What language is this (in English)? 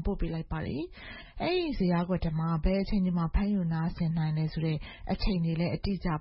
Burmese